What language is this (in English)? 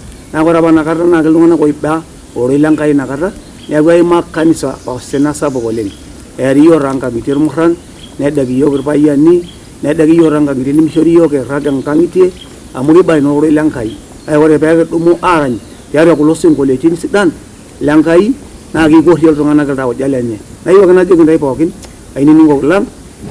Masai